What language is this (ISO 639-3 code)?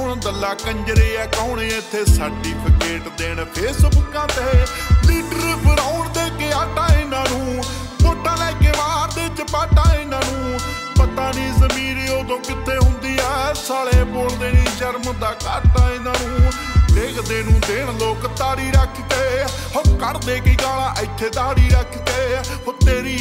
pan